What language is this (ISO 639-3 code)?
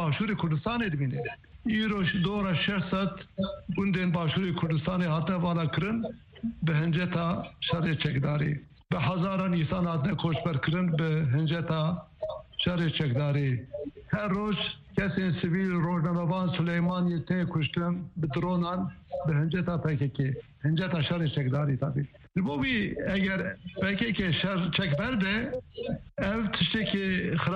kur